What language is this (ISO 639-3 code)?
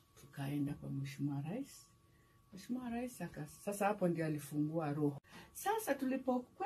swa